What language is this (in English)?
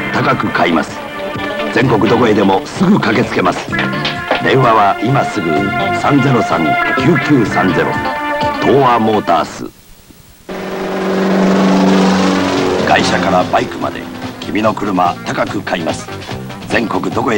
Japanese